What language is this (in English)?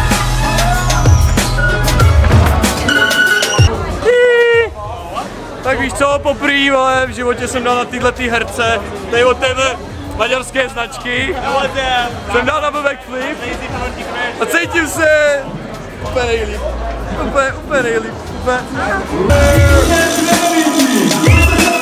Czech